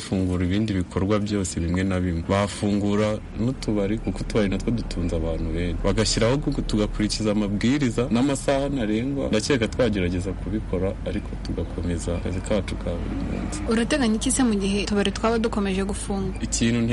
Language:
Kinyarwanda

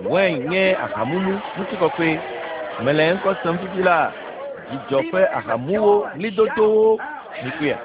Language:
Ewe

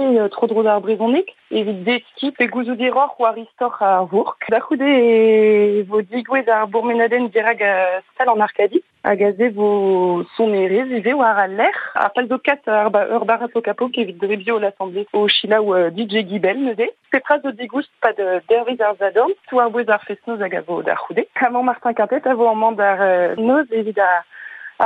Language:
Breton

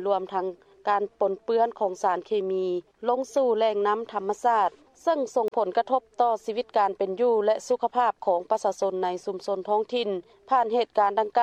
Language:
Lao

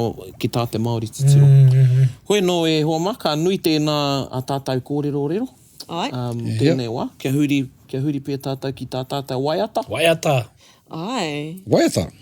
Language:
Māori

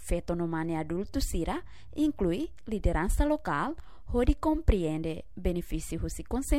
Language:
Tetum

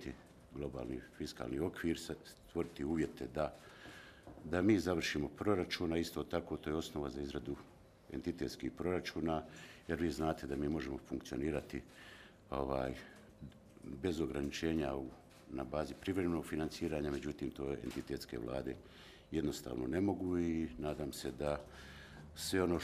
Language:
Croatian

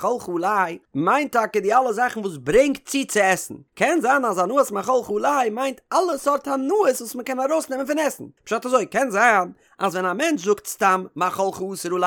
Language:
Yiddish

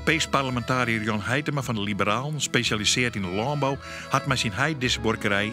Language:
Western Frisian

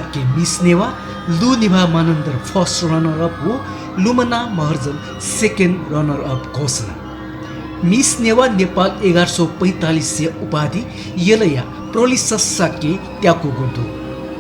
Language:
Newari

